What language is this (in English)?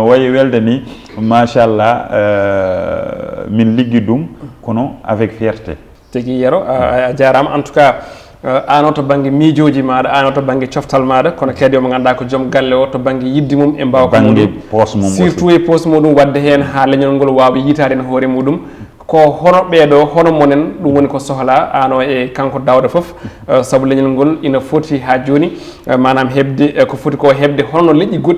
Fula